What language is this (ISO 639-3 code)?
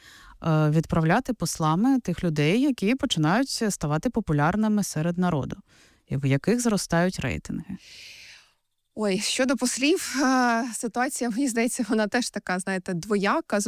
ukr